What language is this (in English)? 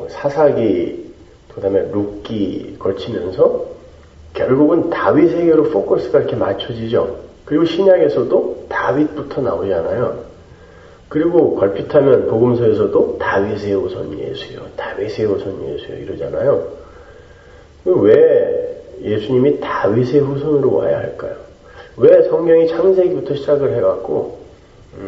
Korean